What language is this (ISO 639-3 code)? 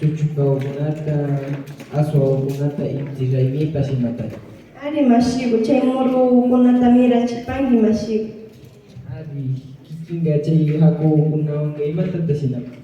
qvi